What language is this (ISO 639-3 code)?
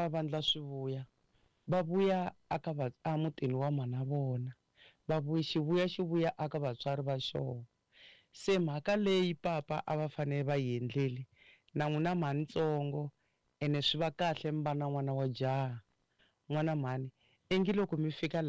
tso